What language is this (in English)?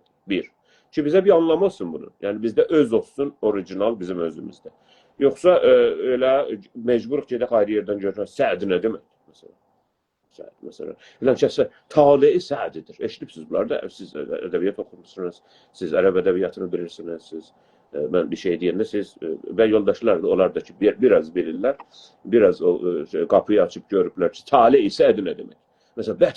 South Azerbaijani